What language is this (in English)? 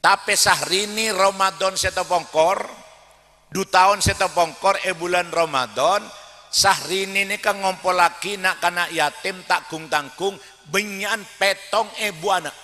Madurese